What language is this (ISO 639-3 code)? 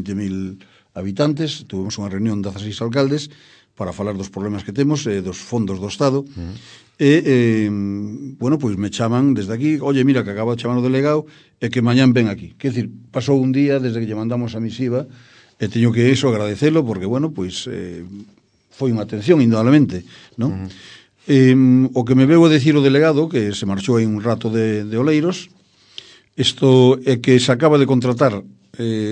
glg